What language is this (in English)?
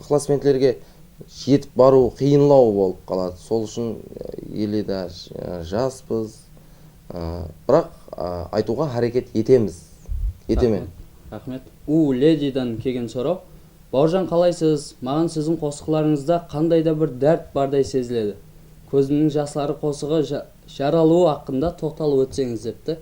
Kara-Kalpak